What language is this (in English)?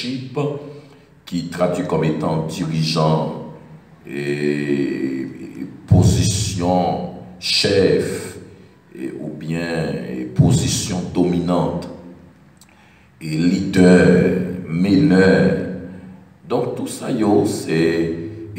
French